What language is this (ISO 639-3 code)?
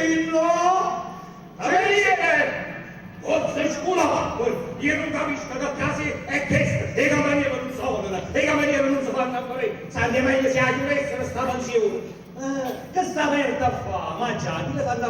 nap